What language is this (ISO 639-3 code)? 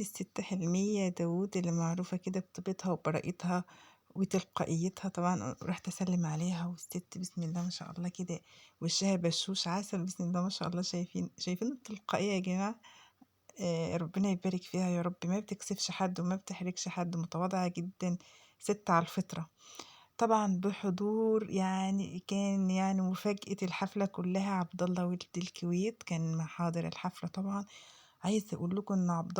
arz